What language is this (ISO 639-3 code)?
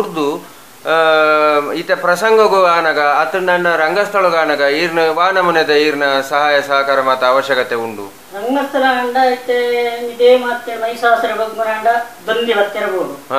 tcy